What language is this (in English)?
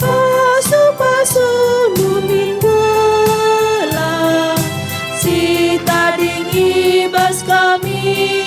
Batak Karo